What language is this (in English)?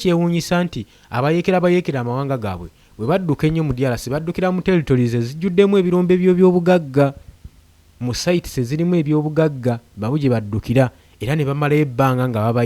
Ganda